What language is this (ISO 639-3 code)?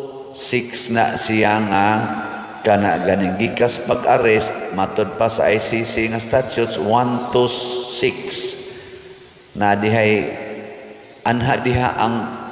ceb